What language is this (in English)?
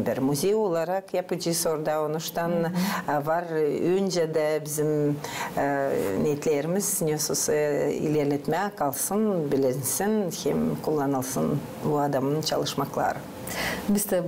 Gagauz